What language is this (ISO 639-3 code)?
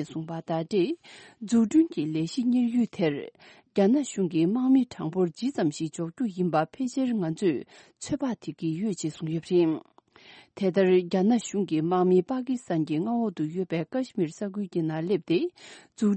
bod